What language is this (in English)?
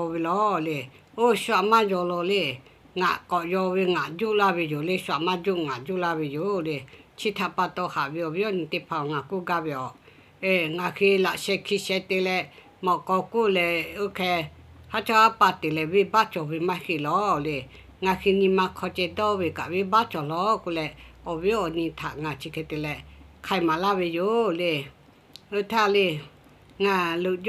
Lahu